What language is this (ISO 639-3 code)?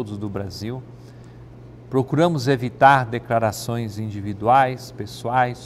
por